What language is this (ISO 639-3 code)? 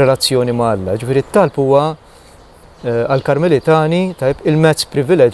mlt